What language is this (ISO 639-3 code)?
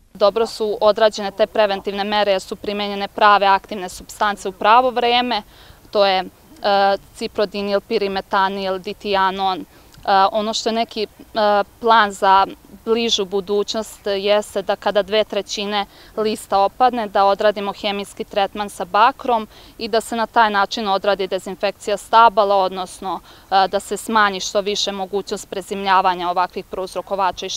hrv